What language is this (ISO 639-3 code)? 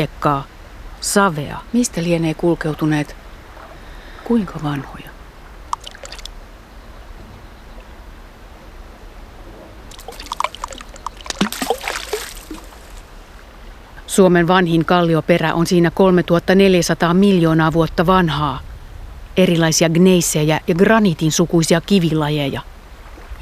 fin